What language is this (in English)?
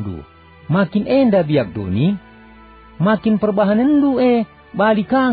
Batak Karo